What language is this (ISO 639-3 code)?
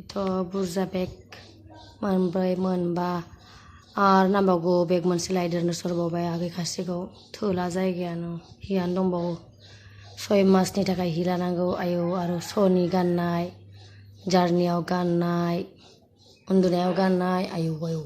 brx